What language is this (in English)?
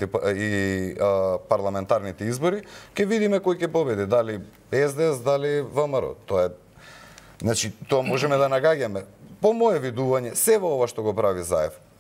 Macedonian